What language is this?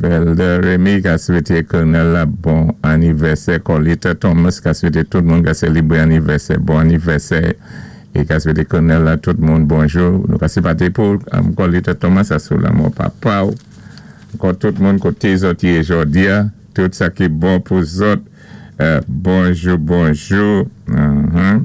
Saint Lucian Creole French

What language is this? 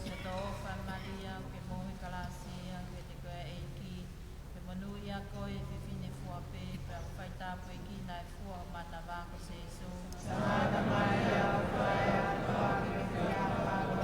Tongan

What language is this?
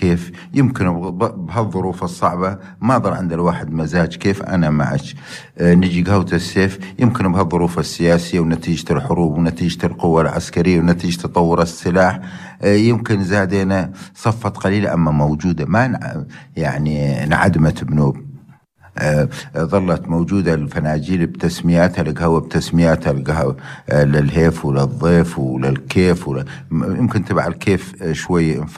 North Levantine Arabic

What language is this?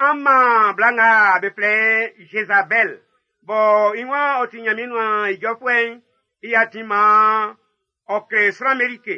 Baoulé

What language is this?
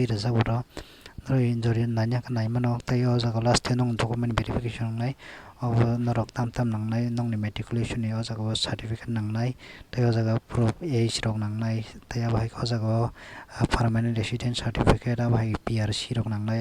Kok Borok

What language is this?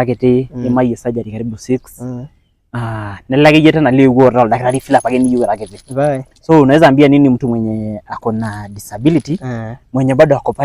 Masai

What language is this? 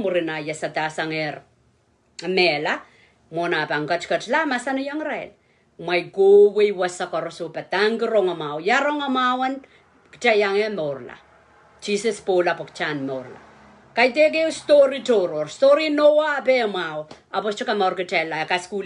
Pohnpeian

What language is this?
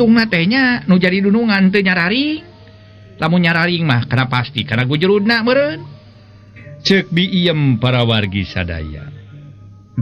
Sundanese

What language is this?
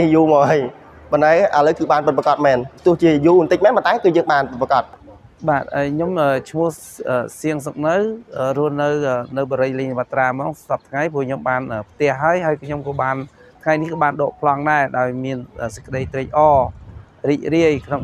Khmer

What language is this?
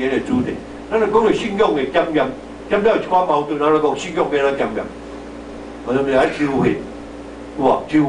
Min Nan Chinese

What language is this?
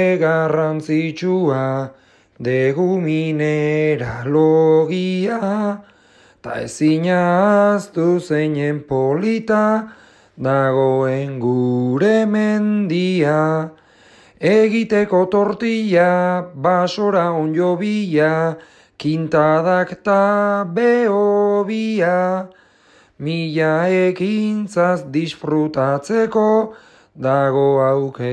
Basque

